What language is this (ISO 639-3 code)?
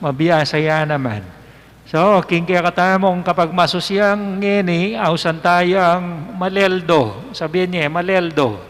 pam